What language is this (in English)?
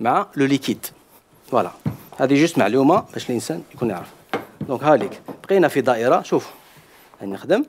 Algerian Arabic